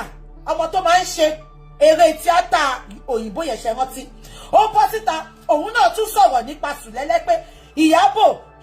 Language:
Yoruba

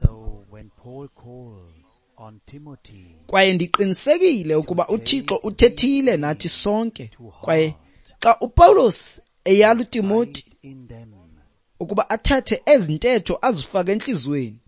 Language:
Xhosa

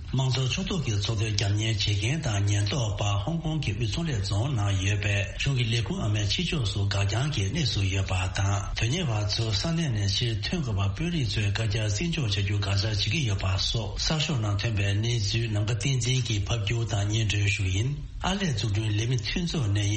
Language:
Tibetan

